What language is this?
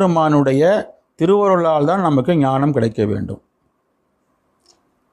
Tamil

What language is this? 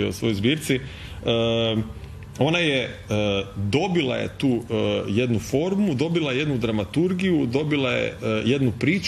Croatian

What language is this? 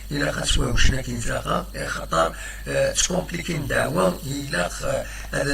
Kabyle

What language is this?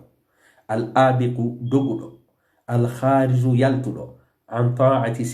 Fula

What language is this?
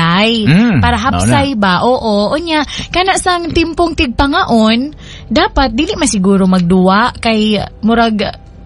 Cebuano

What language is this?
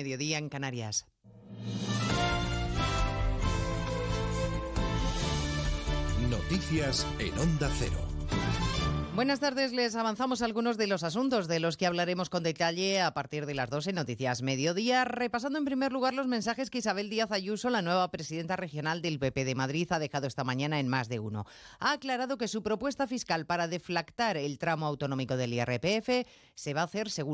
Spanish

